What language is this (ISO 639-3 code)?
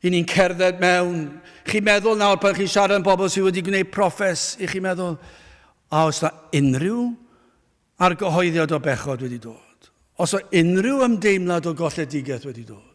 cym